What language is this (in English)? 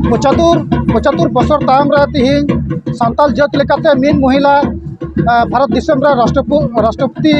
Santali